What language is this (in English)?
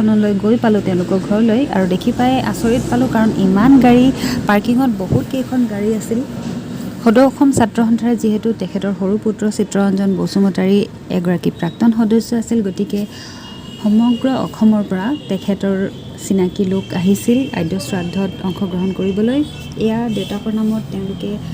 Assamese